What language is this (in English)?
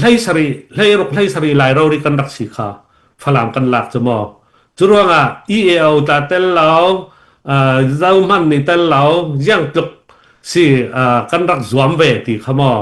Falam Chin